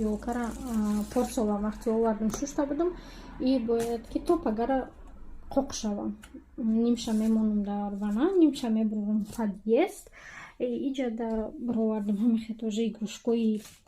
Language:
Tajik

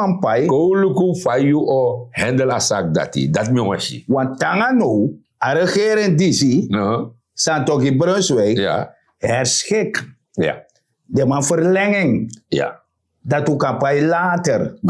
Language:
Sranan Tongo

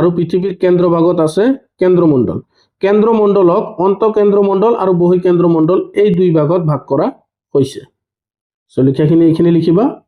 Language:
Assamese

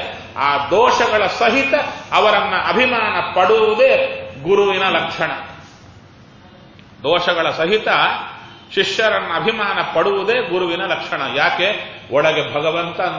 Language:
Kannada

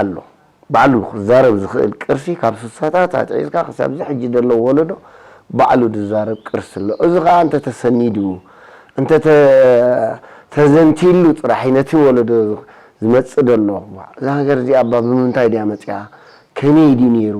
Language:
Tigrinya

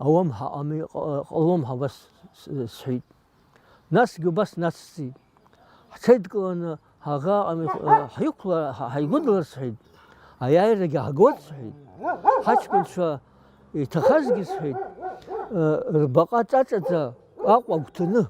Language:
Abkhazian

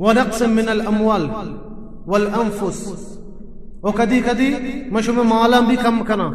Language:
Baluchi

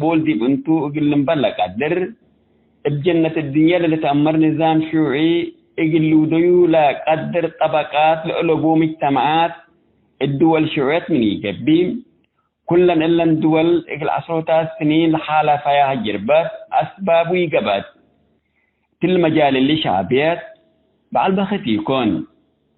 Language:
Tigre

